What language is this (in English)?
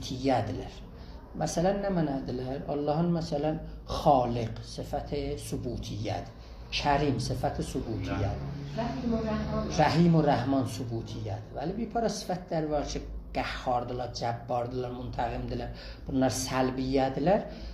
South Azerbaijani